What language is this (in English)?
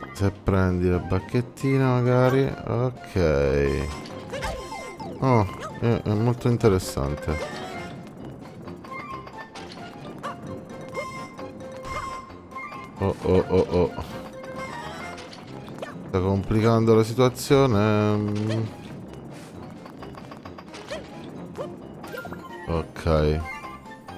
Italian